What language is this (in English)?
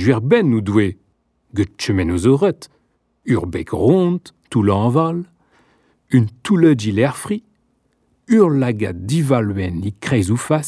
Breton